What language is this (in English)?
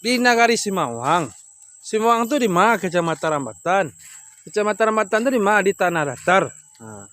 Minangkabau